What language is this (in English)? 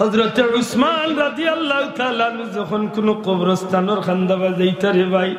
Sylheti